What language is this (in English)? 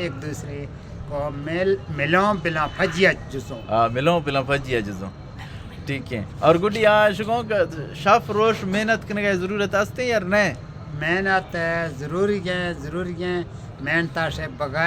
Eastern Balochi